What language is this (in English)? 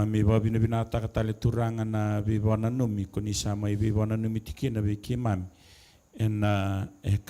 Fijian